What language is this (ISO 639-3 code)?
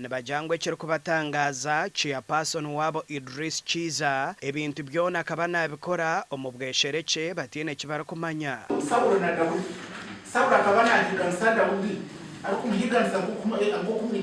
nyn